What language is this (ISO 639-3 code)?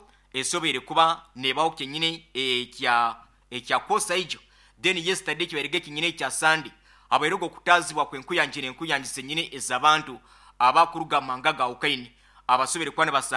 nyo